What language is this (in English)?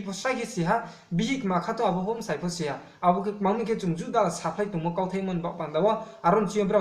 Riang (India)